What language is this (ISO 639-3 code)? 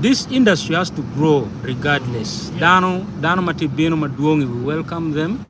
ach